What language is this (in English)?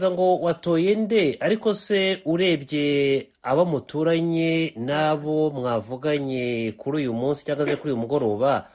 Kinyarwanda